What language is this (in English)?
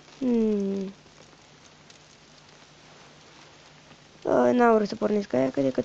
Romanian